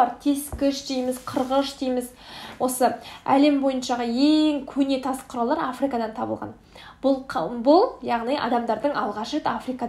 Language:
Kazakh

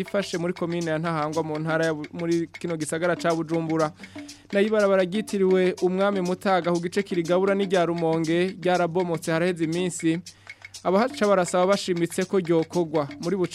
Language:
Rundi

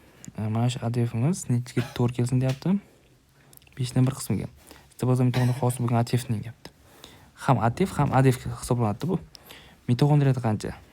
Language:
Uzbek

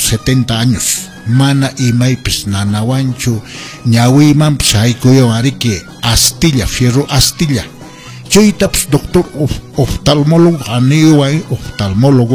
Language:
Quechua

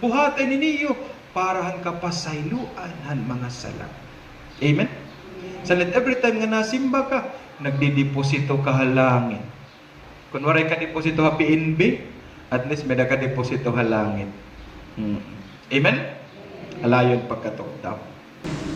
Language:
Waray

